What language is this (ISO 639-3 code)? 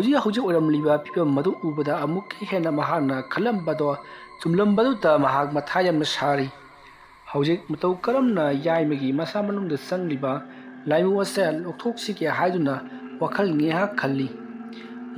mni